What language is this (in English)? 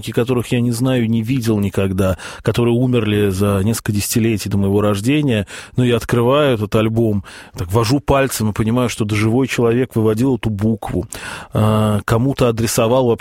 Russian